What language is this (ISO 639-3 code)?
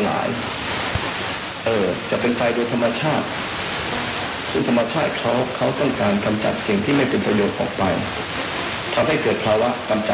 tha